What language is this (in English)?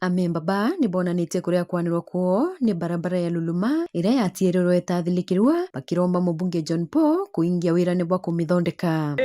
Meru